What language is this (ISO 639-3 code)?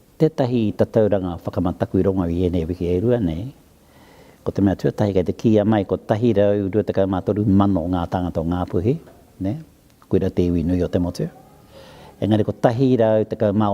mri